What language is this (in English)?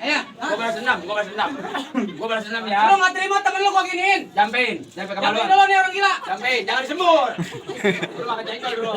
Betawi